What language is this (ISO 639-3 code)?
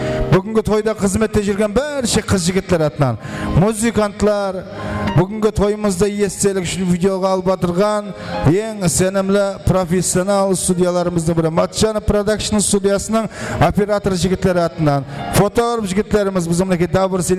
kaa